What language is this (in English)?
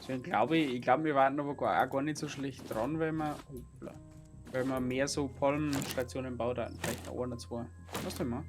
Bavarian